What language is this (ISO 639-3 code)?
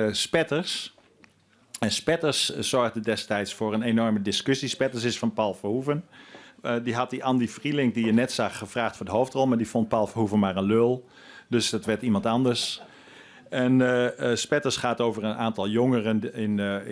fry